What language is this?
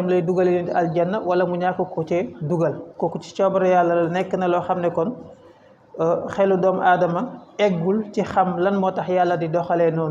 Wolof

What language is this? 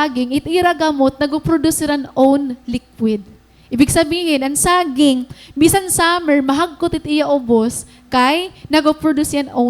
Waray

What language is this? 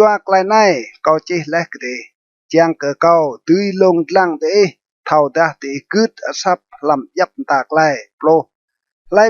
Rade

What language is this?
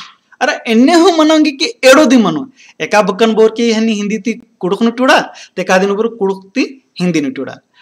Kurukh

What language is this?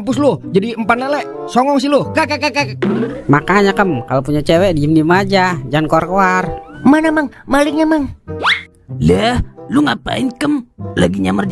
Betawi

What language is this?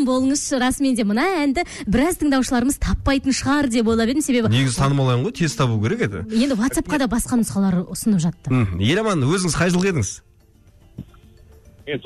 Kazakh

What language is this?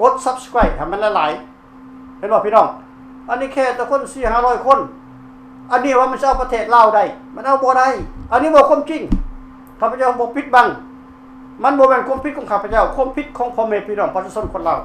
Lao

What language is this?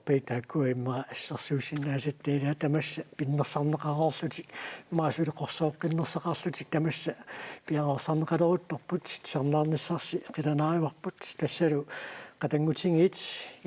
Kalaallisut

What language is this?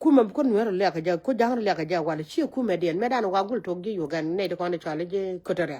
Nuer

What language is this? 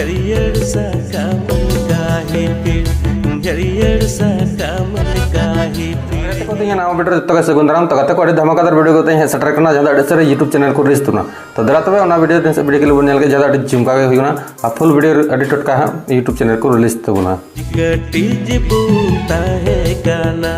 Santali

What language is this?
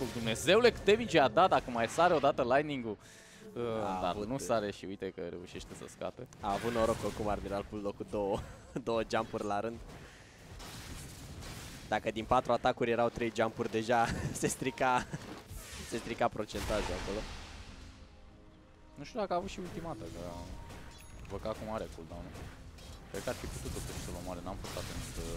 Romanian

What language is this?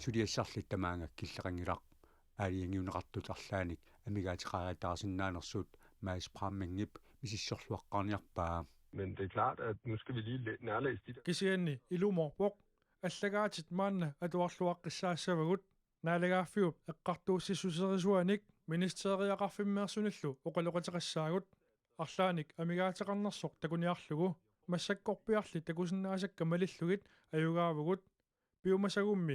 Kalaallisut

